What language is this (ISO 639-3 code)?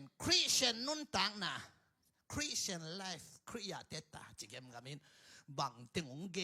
ctd